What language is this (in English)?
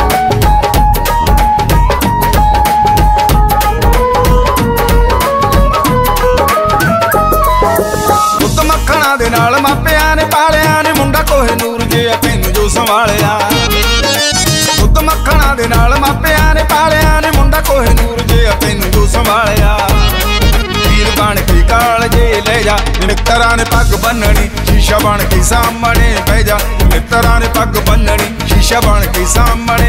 Punjabi